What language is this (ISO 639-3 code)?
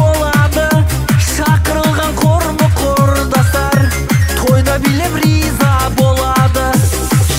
kaz